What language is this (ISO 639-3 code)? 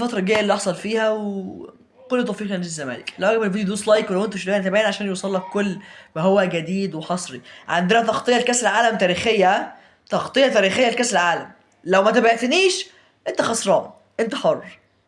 arz